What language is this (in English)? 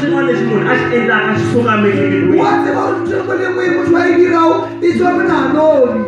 Tsonga